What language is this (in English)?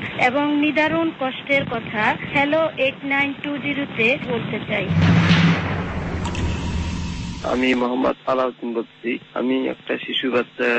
Bangla